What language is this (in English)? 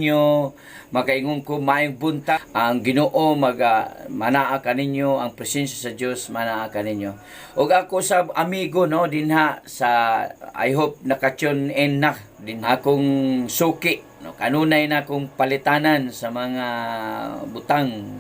Cebuano